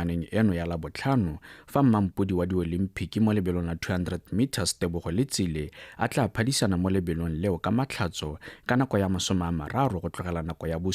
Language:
Tswana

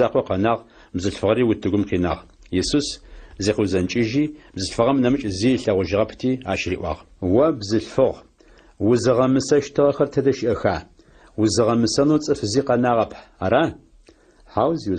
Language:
Adyghe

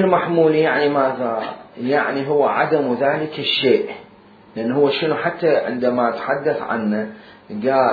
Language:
Mesopotamian Arabic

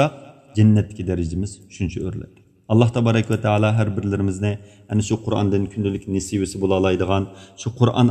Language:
Uyghur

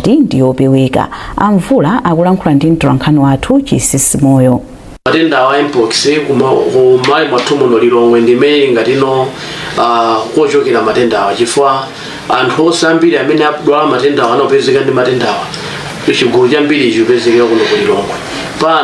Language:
Nyanja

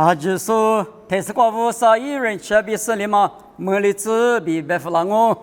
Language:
Lisu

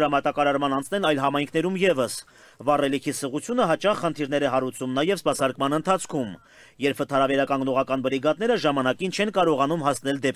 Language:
Armenian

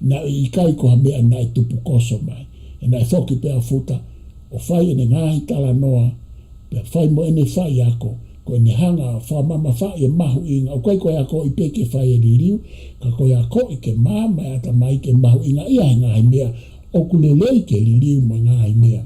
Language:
Tongan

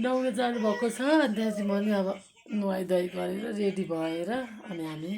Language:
Nepali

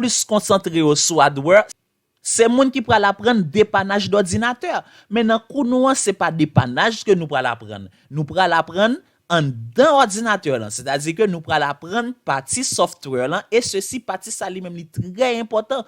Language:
Haitian Creole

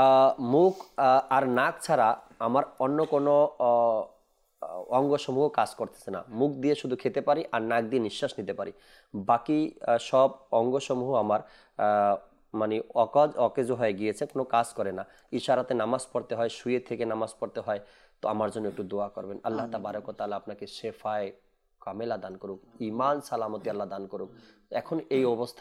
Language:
Bangla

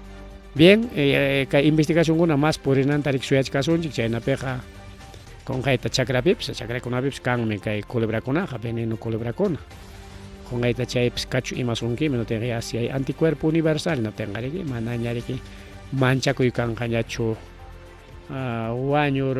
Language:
Ayacucho Quechua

